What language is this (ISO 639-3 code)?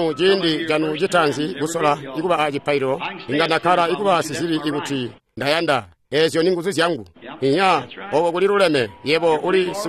toi